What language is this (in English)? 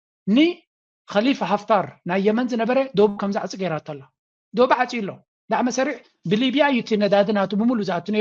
Tigrinya